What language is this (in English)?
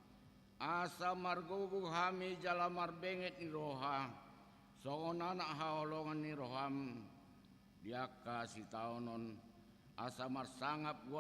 Batak Toba